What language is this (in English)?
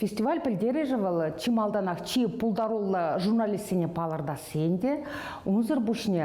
Chuvash